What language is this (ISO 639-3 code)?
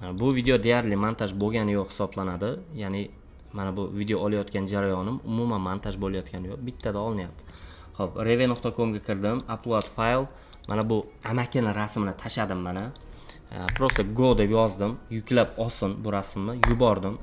uzb